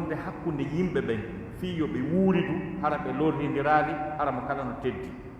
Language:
Fula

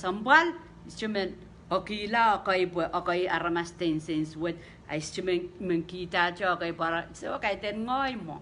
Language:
Pohnpeian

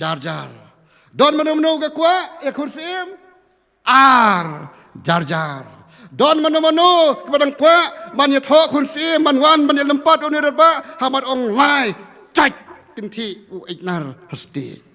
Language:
Khasi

